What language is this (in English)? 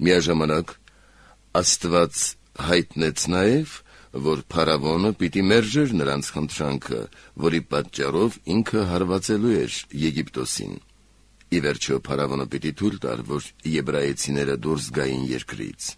Armenian